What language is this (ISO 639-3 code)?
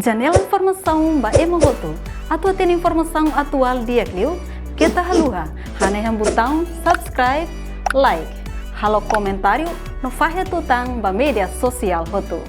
tet